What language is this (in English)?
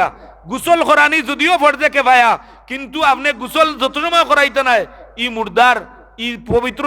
Sylheti